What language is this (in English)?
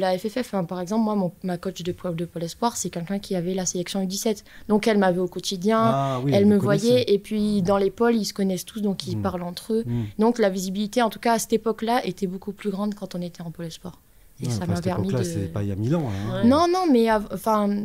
French